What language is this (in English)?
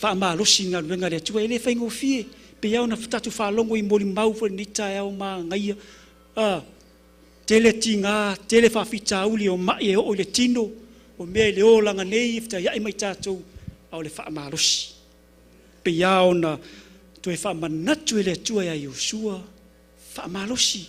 Samoan